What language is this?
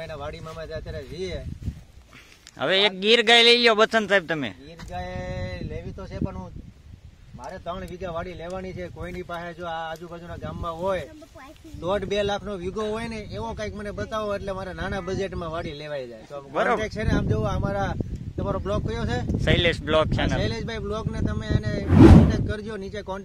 Gujarati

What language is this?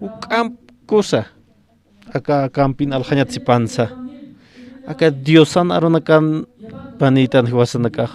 Aymara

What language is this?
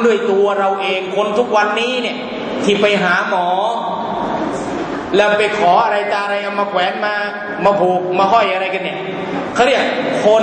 Thai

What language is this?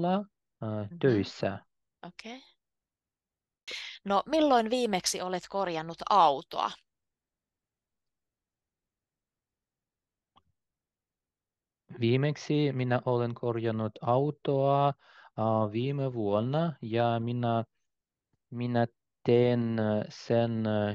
Finnish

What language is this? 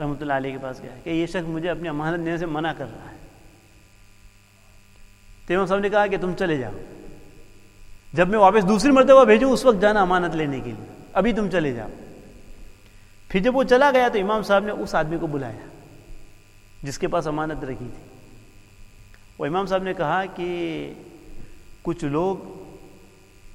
Urdu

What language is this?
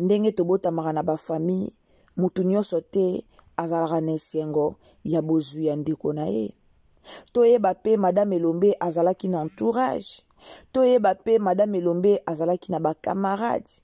Lingala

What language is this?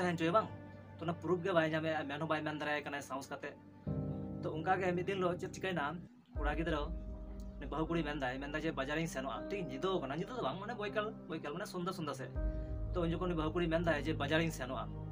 Santali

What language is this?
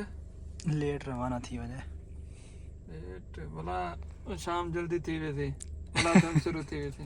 Saraiki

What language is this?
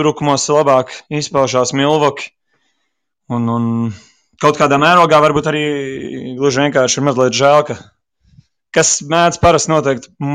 Latvian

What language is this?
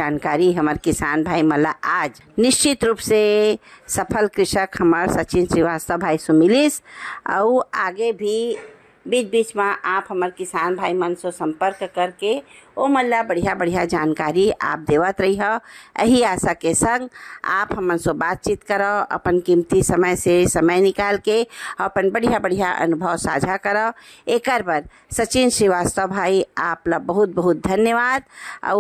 Chhattisgarhi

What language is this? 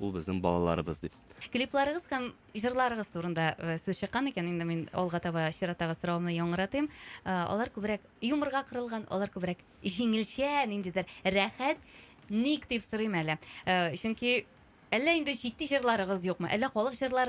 Tatar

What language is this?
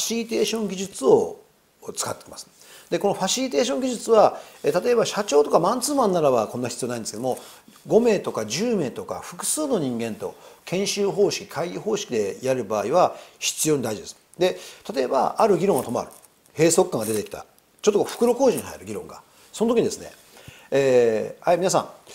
Japanese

